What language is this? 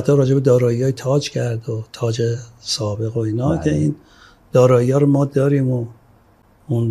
Persian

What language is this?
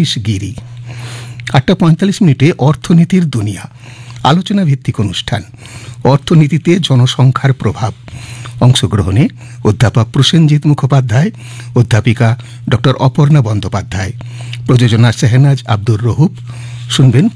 Bangla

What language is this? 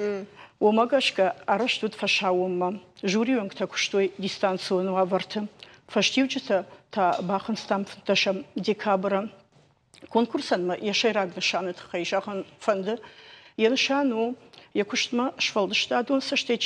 Ossetic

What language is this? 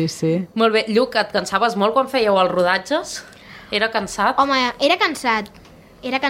Catalan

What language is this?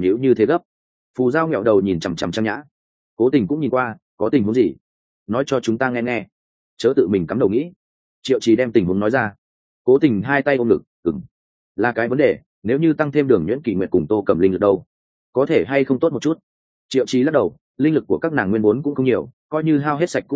Vietnamese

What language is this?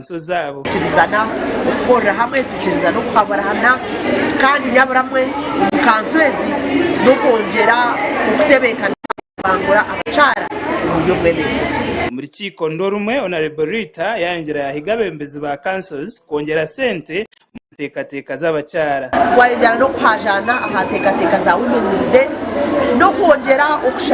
Nyankole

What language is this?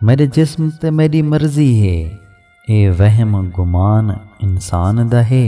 Saraiki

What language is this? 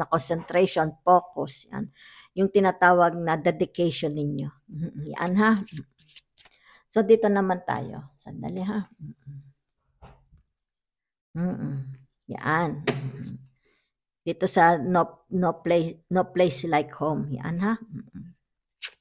Filipino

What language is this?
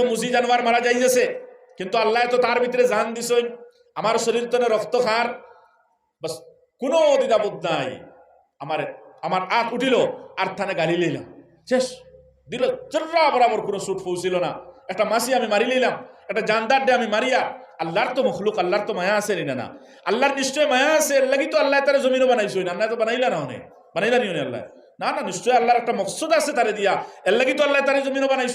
Sylheti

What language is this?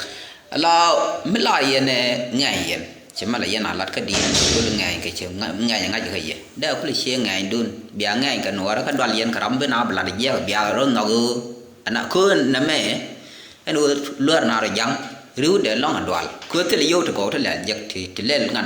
Nuer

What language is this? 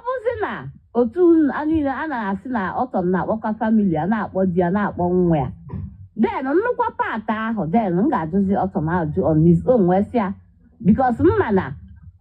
Igbo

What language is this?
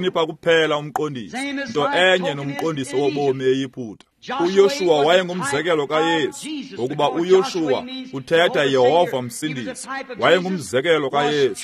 Xhosa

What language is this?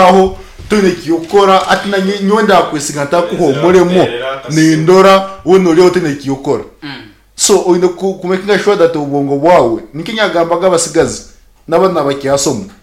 Nyankole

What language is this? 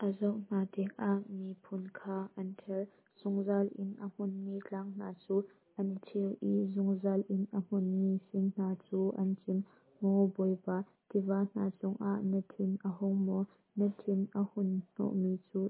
Hakha Chin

